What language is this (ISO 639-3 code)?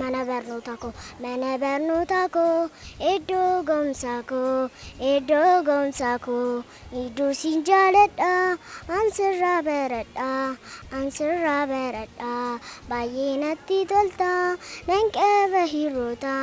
orm